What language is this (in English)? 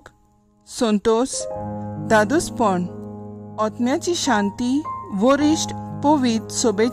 Konkani